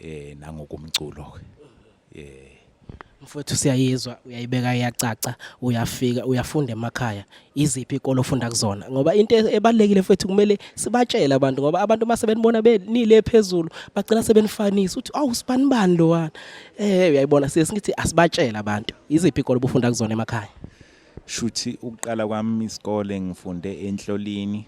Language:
Zulu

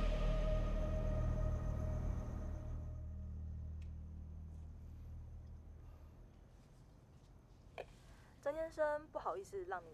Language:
Chinese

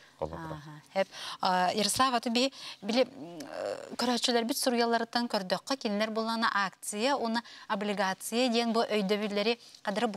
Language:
Yakut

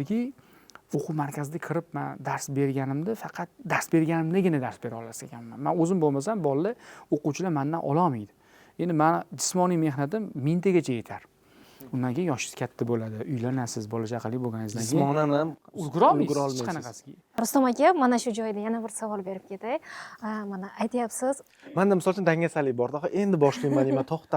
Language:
Uzbek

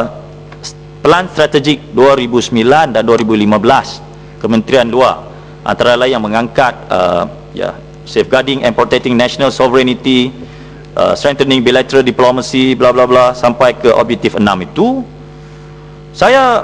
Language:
Malay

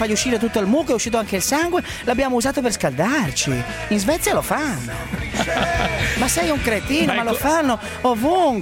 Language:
Italian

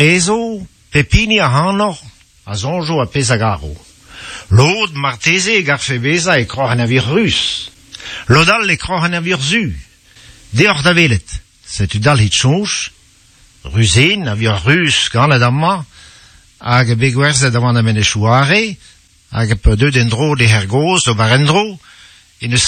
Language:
Breton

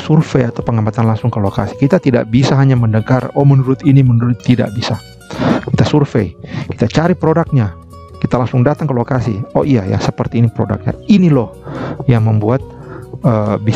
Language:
Indonesian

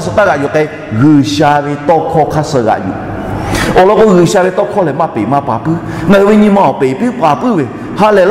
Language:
Lahu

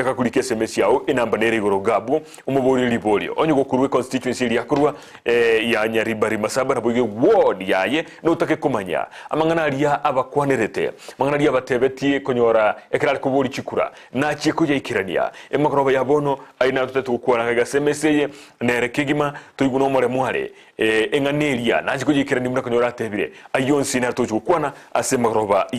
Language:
Gusii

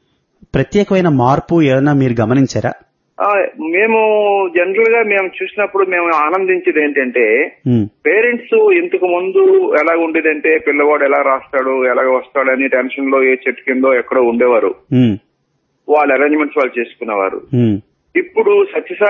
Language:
Telugu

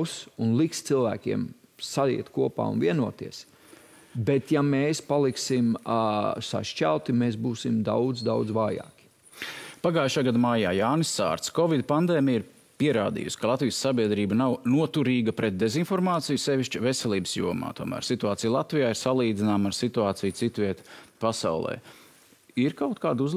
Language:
Latvian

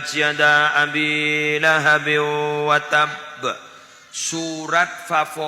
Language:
Madurese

